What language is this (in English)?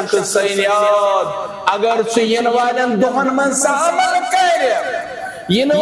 Kashmiri